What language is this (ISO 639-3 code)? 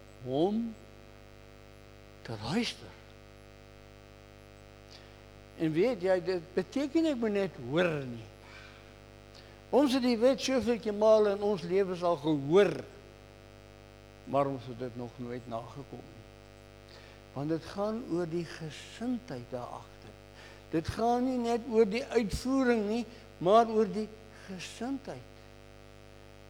afr